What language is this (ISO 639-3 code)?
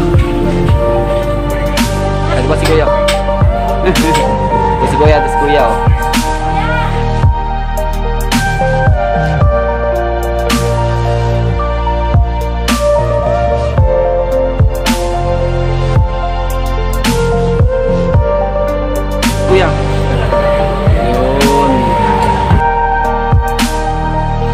fil